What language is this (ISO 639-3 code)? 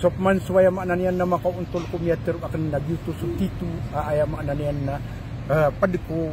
mrw